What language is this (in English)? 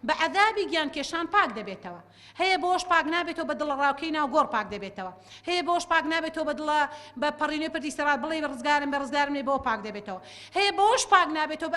Central Kurdish